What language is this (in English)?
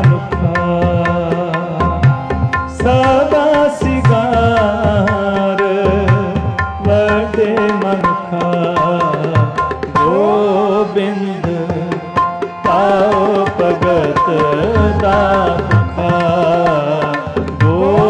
Punjabi